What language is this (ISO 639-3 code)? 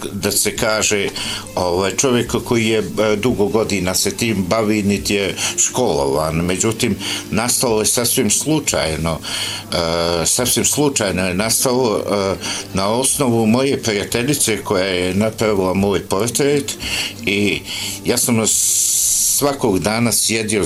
bos